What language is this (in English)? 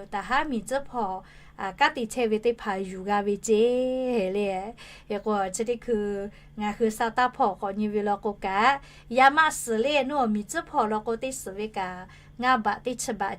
Lahu